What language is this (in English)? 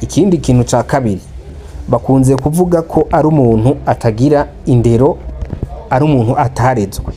Rundi